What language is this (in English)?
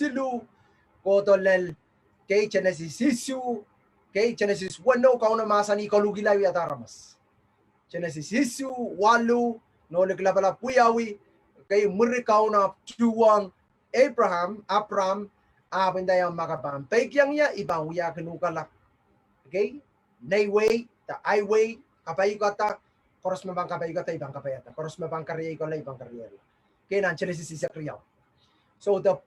Pohnpeian